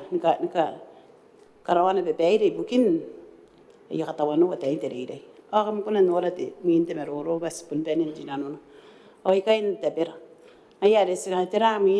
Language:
Gilbertese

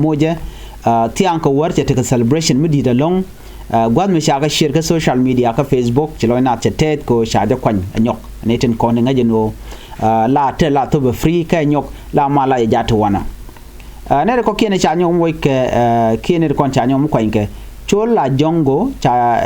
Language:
Nuer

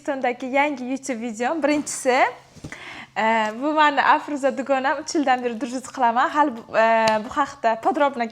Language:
Uzbek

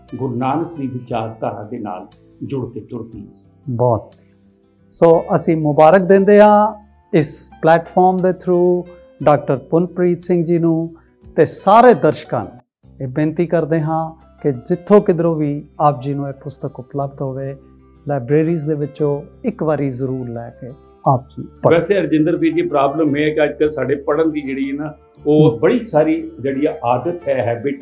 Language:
Punjabi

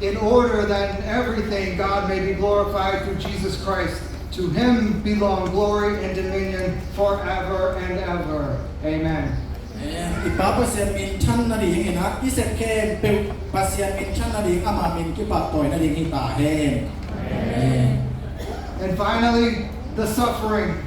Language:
Tedim Chin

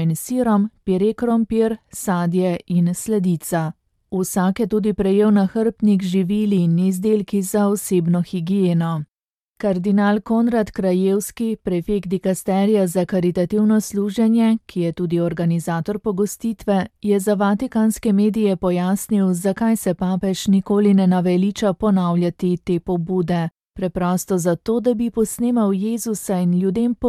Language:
Slovenian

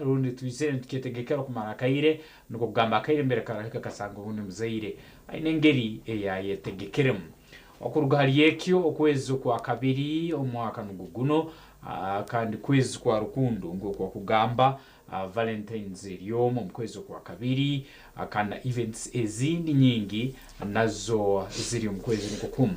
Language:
Nyankole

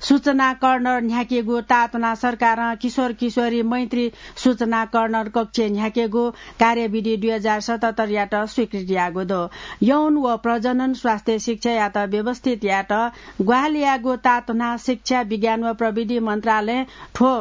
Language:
Newari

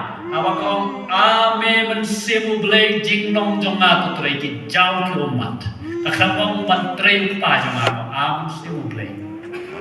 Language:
Khasi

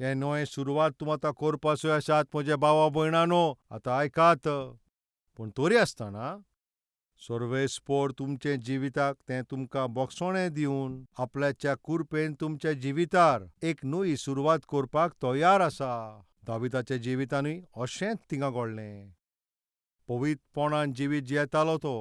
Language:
Konkani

